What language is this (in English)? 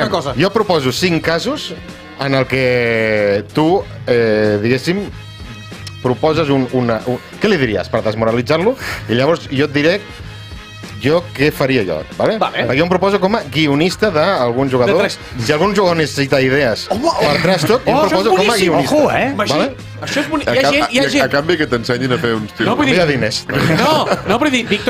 Catalan